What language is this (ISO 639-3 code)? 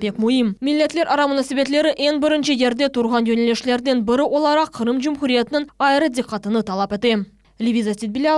crh